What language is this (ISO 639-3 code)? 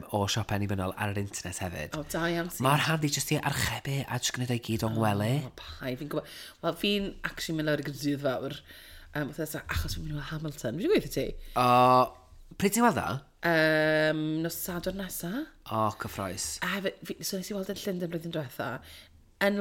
cym